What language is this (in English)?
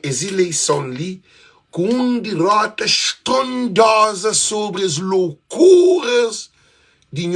Kabuverdianu